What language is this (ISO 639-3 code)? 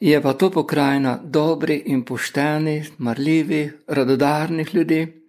slv